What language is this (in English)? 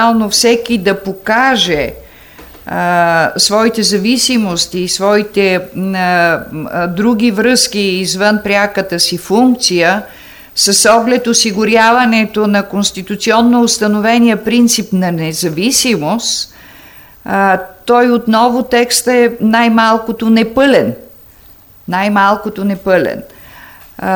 Bulgarian